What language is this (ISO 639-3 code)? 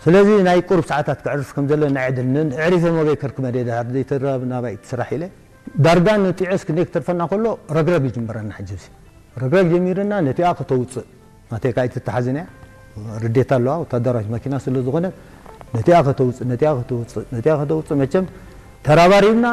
tir